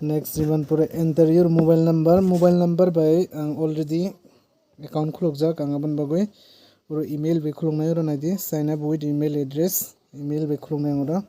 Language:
Kok Borok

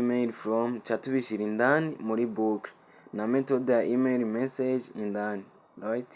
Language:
Rundi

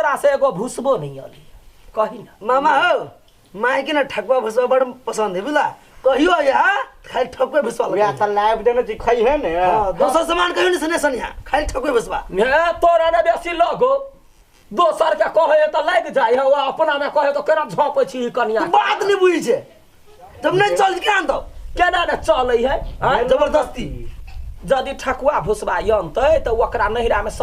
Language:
Maithili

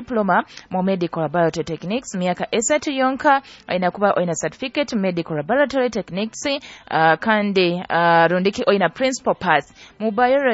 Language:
Nyoro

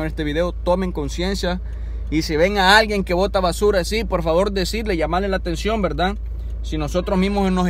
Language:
Spanish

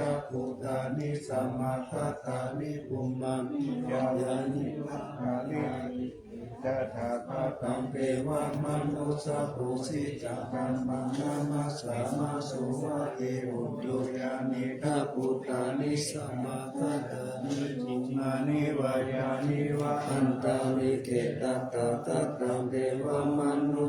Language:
Pali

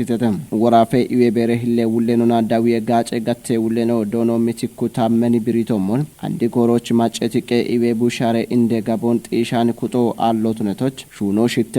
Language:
Kafa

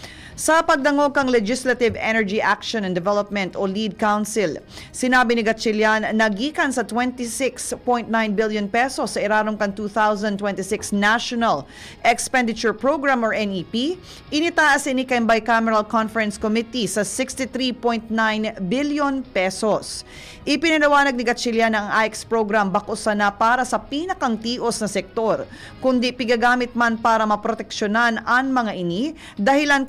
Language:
Bikol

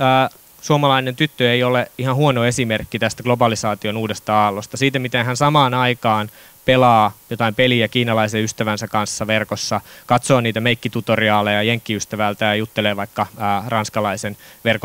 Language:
Finnish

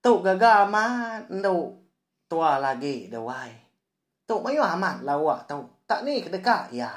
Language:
Iban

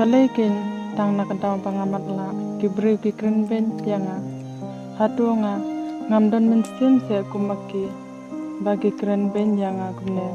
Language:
Khasi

